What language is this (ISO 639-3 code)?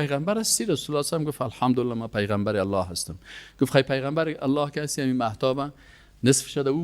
fas